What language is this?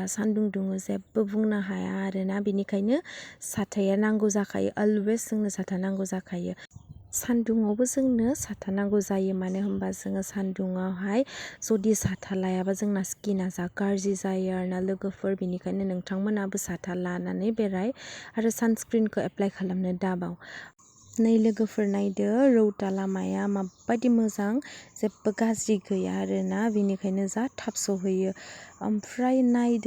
Bodo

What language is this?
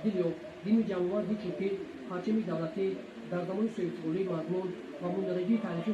Tajik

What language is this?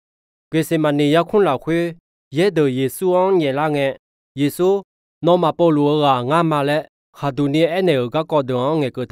Akha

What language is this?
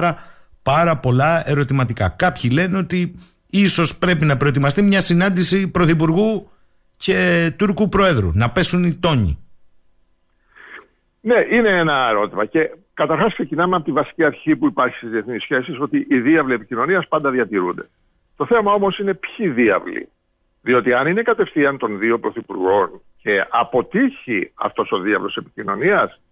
Greek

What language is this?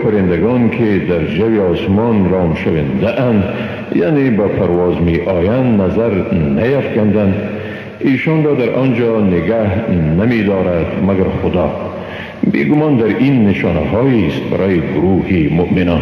Persian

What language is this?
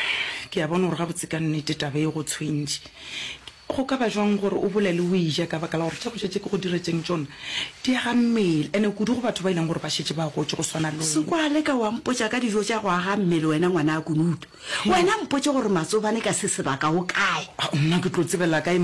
Northern Sotho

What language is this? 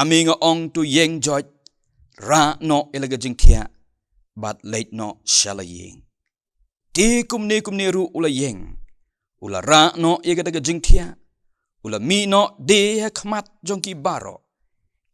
Khasi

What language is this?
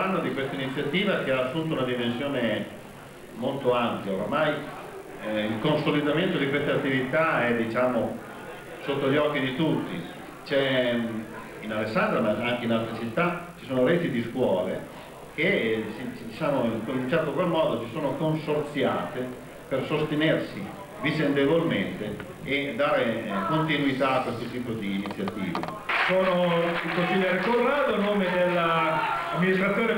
Italian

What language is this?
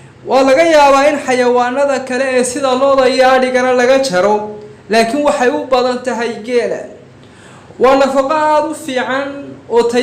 Somali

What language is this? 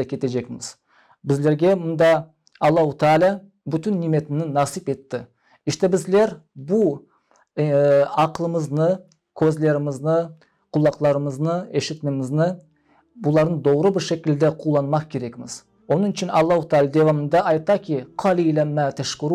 Crimean Tatar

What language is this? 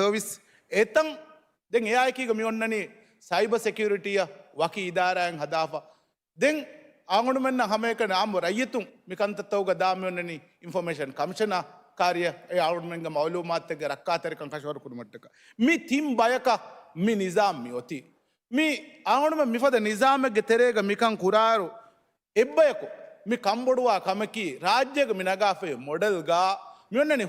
Divehi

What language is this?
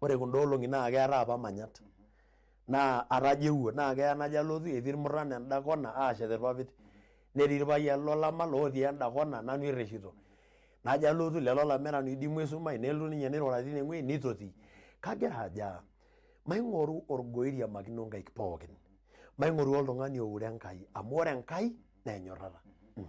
Masai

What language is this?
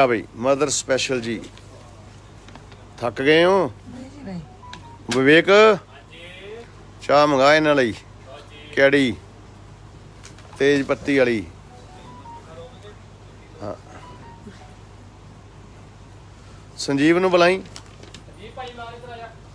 Punjabi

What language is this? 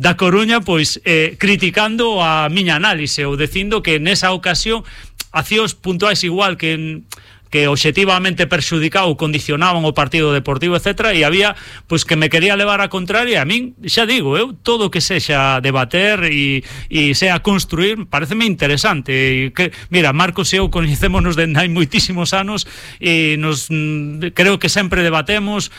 Galician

